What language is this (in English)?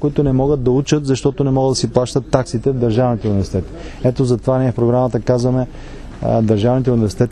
Bulgarian